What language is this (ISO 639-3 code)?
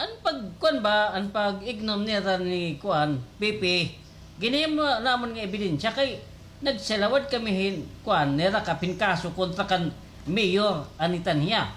war